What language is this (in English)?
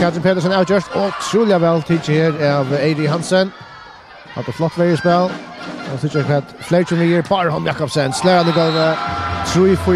Faroese